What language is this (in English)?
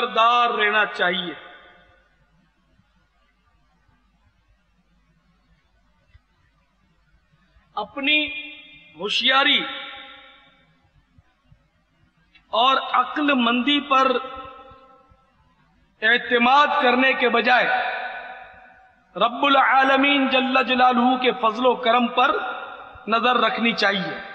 Urdu